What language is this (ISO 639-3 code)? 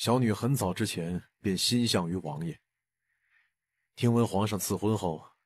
zho